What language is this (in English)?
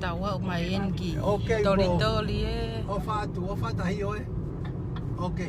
Tongan